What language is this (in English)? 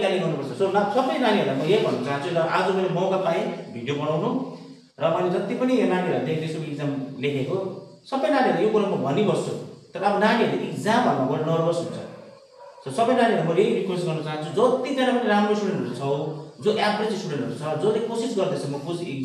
Nepali